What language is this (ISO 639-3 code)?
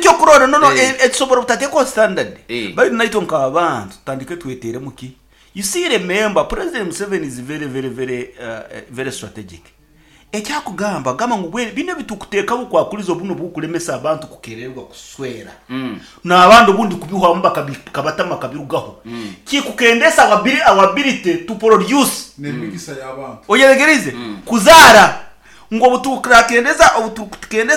nyn